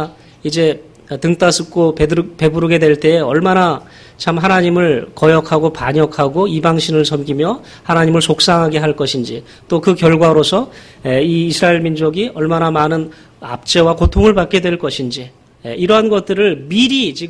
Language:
Korean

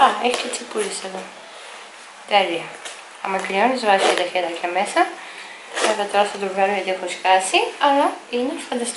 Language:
Greek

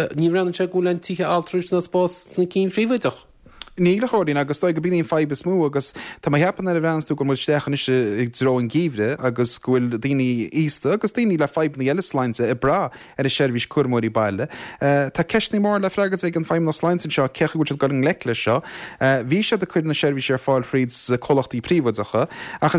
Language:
Irish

